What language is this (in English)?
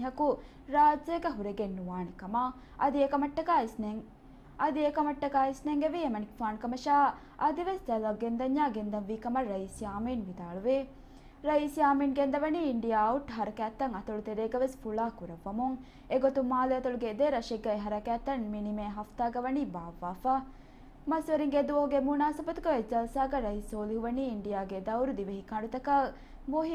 Divehi